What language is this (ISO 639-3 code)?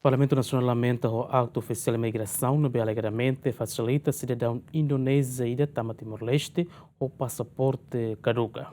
tet